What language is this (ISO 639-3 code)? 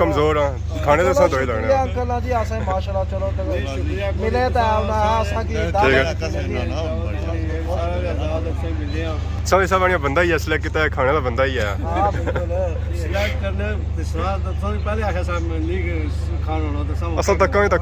phr